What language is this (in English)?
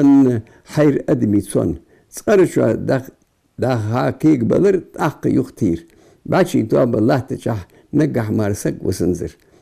Ingush